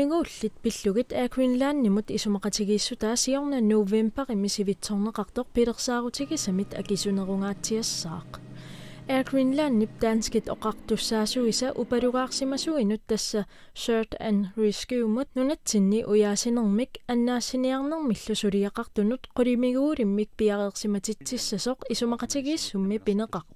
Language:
Kalaallisut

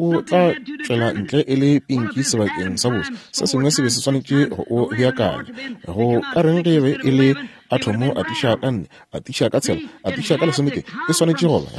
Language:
Northern Sotho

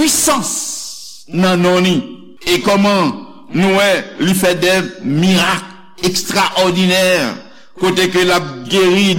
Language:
Haitian Creole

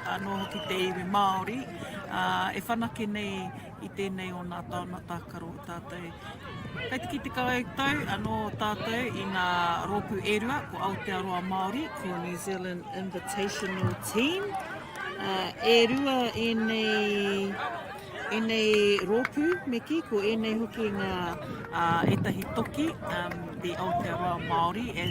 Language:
Māori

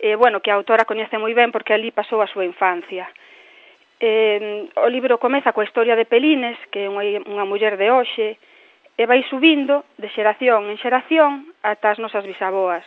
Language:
Galician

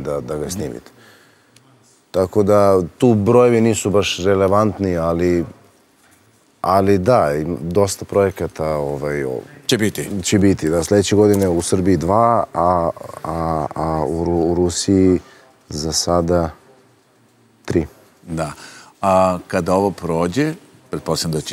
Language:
Serbian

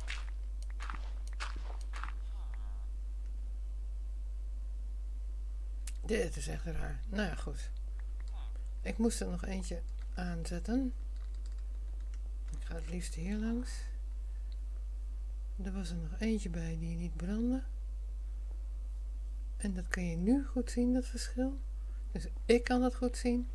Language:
Dutch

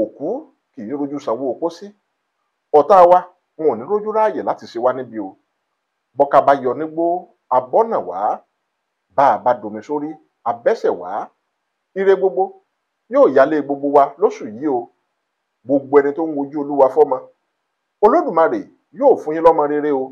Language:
Yoruba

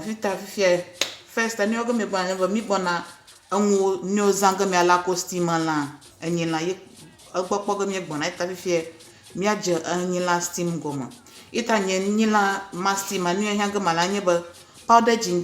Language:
Ewe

